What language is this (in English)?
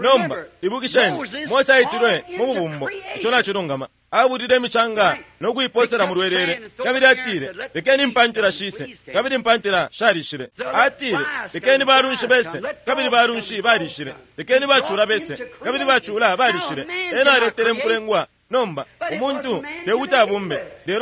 Bemba